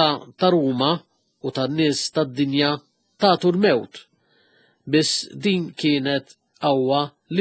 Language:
Maltese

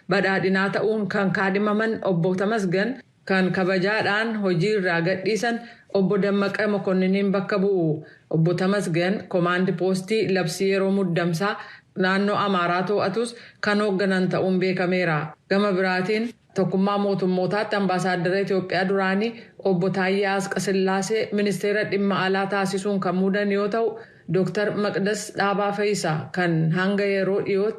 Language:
Oromo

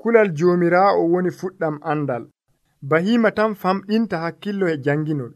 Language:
Nigerian Fulfulde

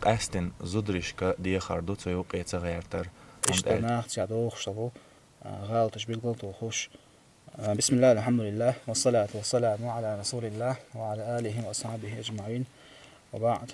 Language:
Chechen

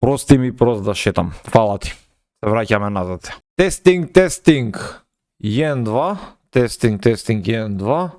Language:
Macedonian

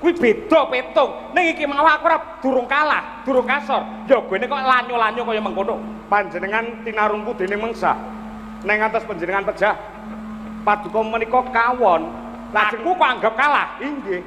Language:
Javanese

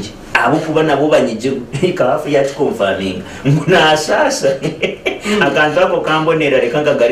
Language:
Nyankole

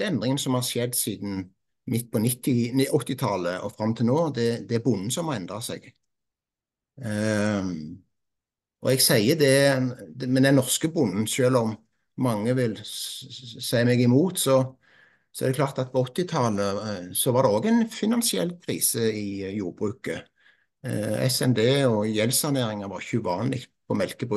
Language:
Norwegian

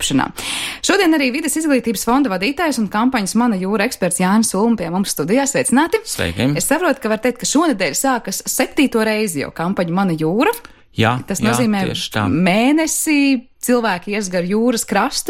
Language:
Latvian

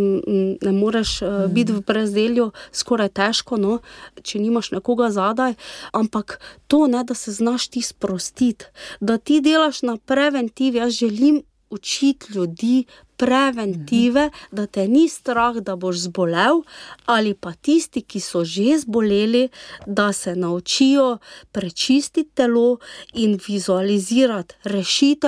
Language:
Slovenian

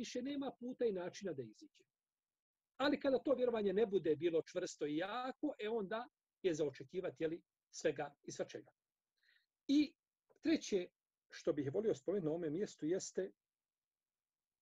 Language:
Bosnian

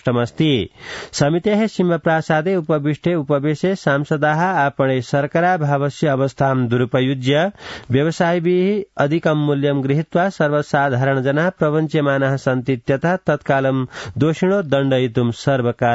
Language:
Sanskrit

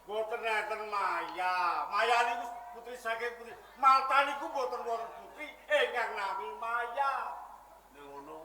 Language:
Javanese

